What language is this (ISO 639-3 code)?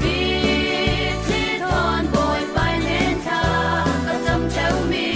cfm